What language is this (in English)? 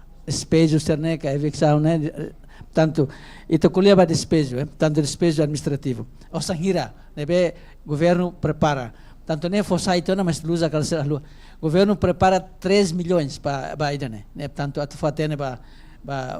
Tetum